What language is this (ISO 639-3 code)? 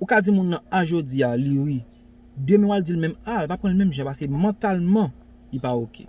hat